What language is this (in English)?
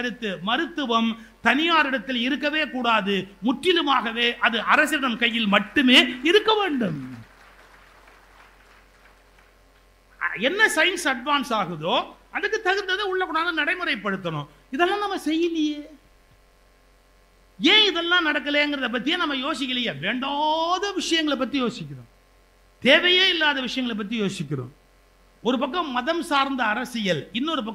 Tamil